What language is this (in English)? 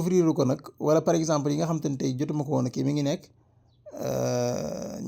Wolof